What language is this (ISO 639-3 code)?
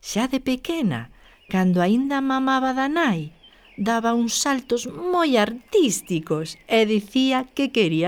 glg